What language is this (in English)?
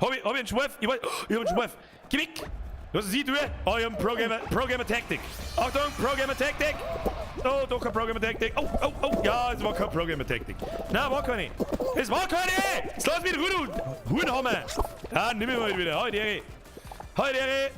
Bavarian